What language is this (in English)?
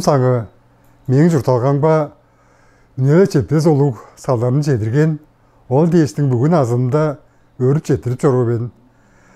Tuvinian